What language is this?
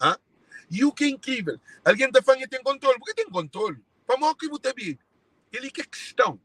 Kabuverdianu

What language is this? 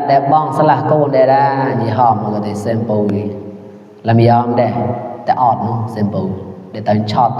Mon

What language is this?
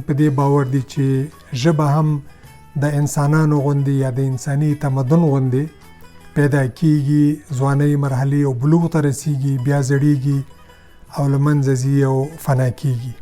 Pashto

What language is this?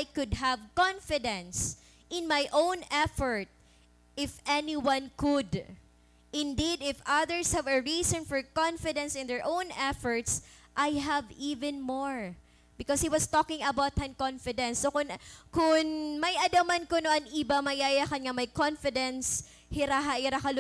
Waray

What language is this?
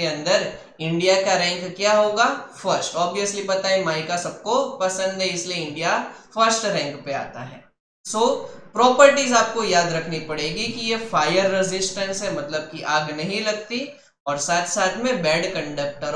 Hindi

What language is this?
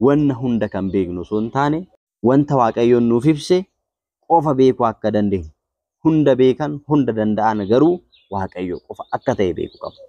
Oromo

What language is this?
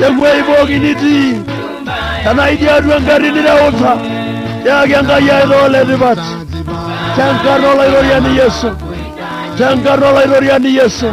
Masai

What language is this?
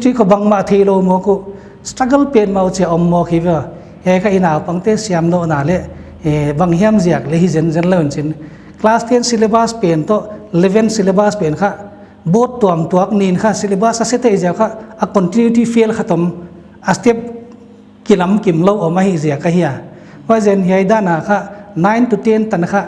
Paite Chin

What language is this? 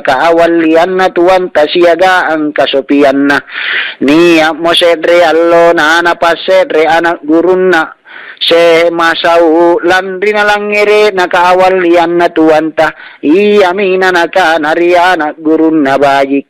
Makasar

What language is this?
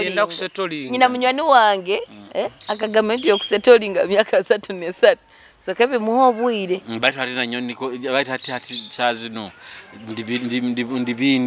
Nyoro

